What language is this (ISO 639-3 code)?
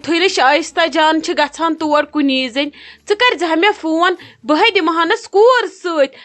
kas